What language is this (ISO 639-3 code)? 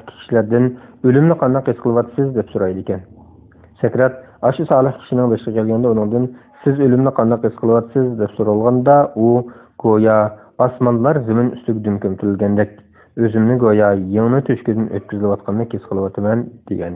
uig